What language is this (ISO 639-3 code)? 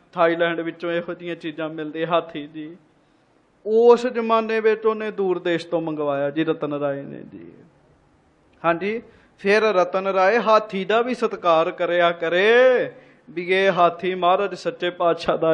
pan